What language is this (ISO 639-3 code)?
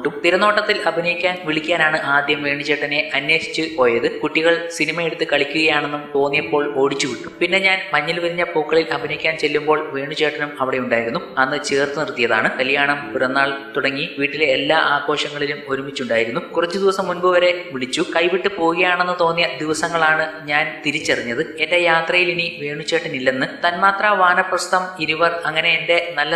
mal